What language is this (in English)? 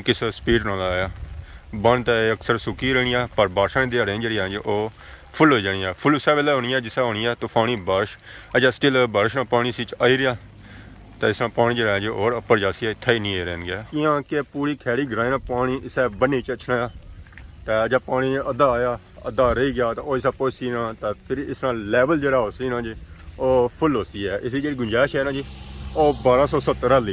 Pahari-Potwari